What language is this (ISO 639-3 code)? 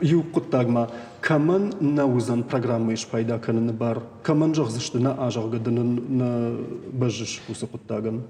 oss